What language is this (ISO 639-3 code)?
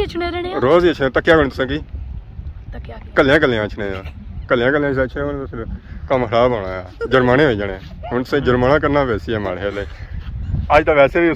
phr